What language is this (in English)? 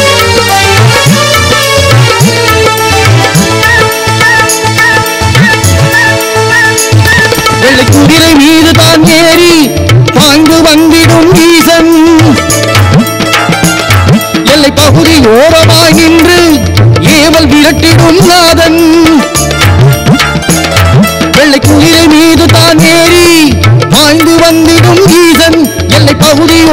Tamil